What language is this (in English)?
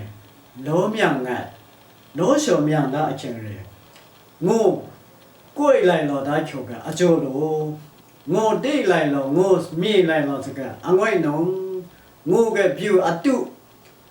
Lashi